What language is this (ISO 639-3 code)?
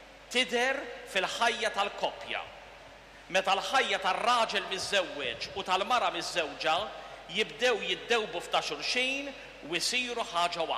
mlt